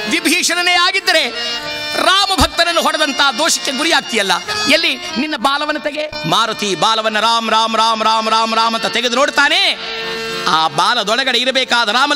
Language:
Kannada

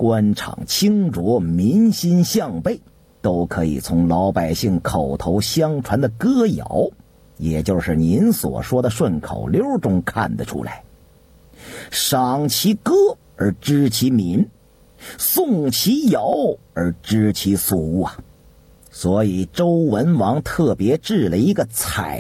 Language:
Chinese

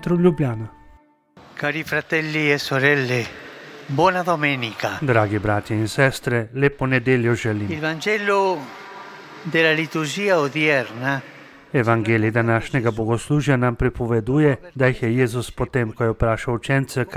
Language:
Slovenian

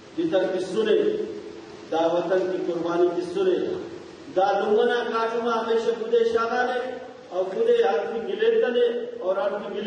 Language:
Brahui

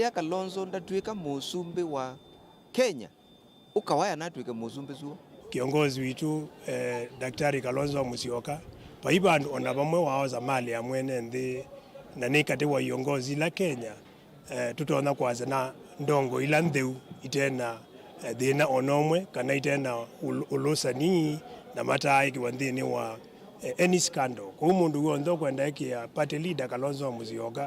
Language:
Kamba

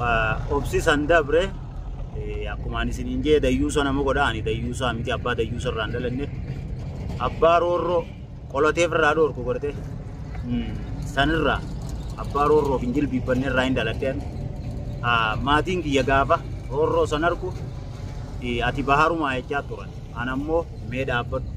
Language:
Oromo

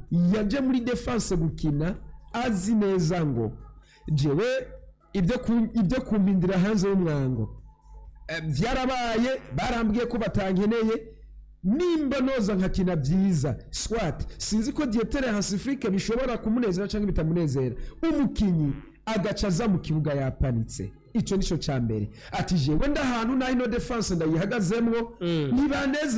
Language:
Rundi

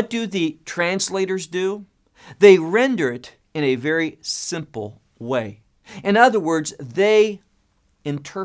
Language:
English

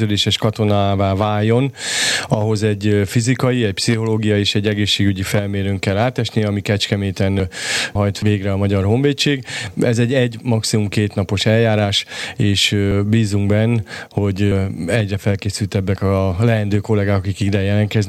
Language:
Hungarian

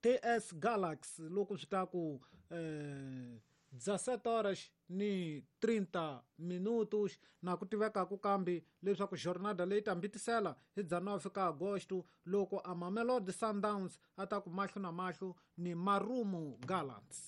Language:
Tsonga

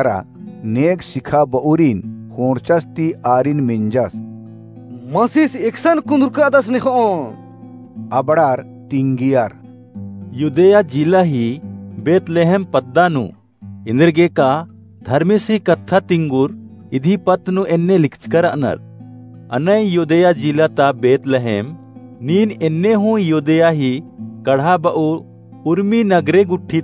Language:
Kurukh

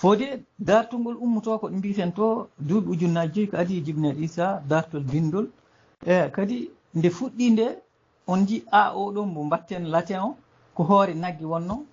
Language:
Fula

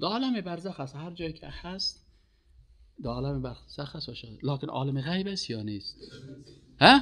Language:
Persian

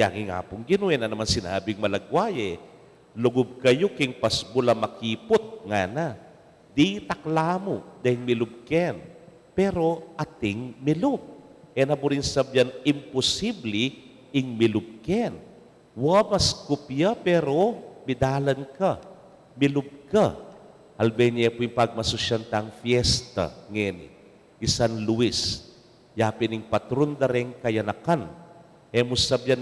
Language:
Pampanga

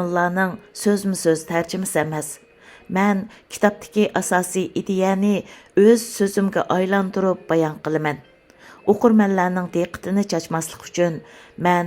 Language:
Uyghur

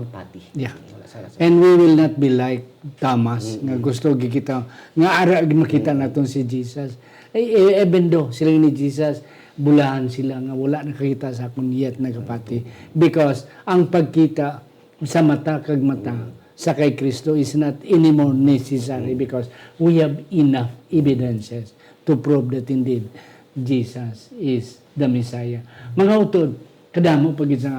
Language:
Hiligaynon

